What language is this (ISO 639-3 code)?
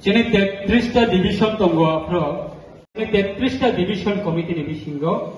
trp